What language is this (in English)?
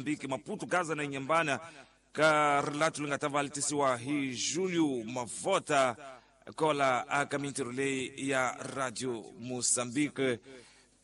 Tsonga